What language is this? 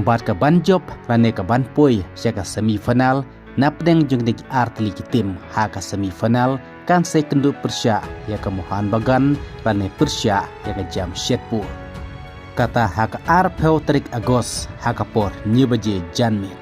Khasi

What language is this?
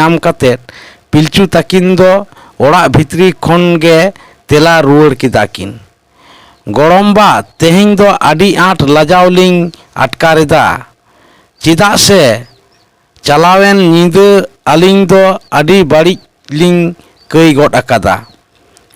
Santali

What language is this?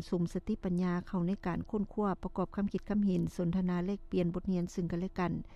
Lao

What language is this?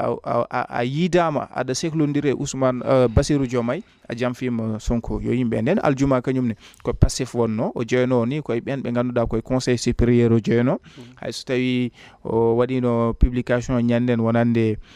Fula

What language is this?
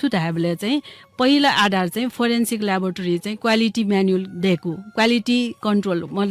Newari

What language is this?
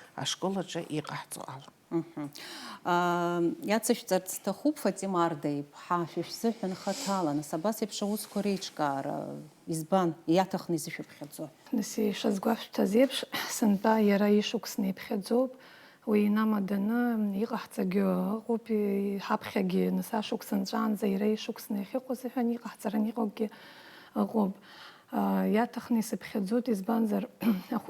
Abkhazian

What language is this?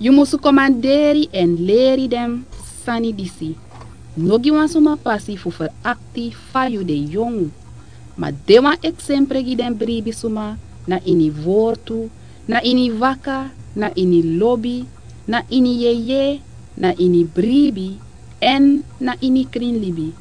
Sranan Tongo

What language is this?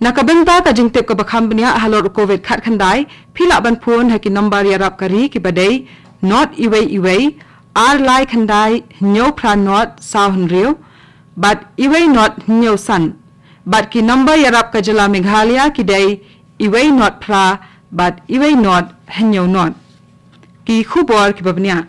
Khasi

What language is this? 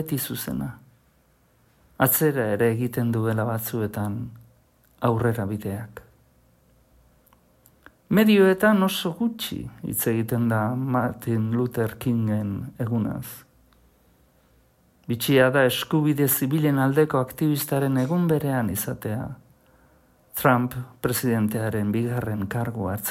Basque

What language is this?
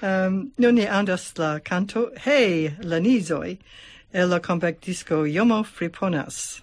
Esperanto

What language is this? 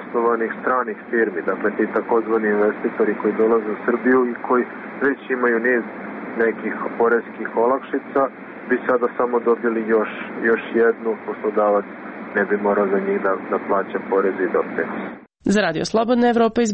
Serbian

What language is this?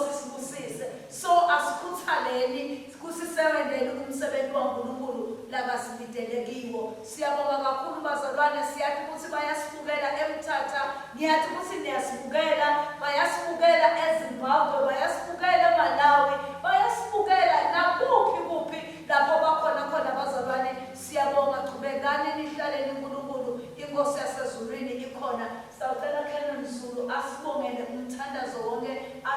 Swati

